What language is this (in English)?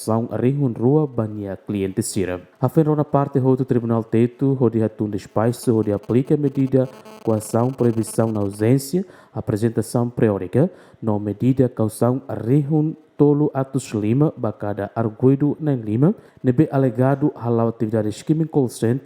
Tetum